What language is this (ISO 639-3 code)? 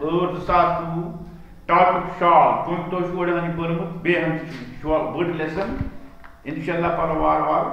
kas